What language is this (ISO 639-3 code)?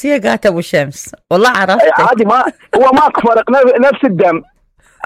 acm